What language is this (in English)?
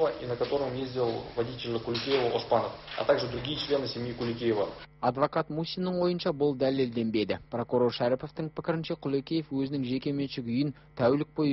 Kazakh